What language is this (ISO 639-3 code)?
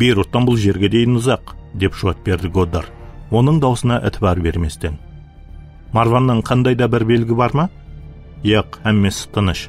kaa